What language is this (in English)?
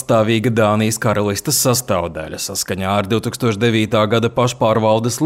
Latvian